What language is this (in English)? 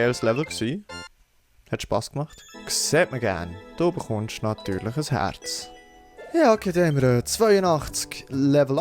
Swiss German